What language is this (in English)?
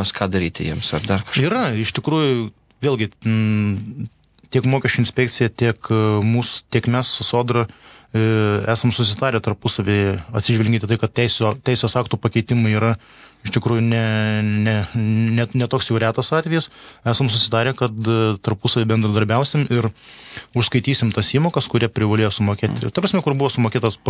Lithuanian